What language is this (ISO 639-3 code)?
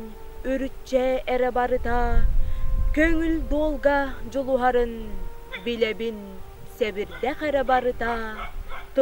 sah